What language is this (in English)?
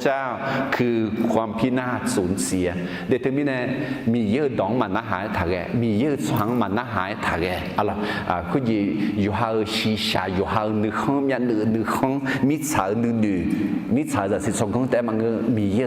Akha